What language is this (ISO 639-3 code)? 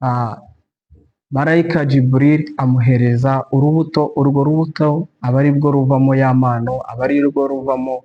kin